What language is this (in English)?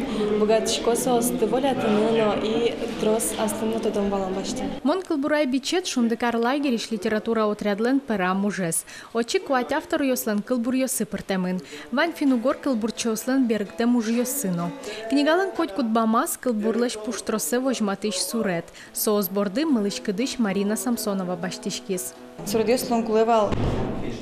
Udmurt